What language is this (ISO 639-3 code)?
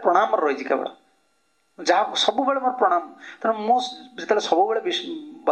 ori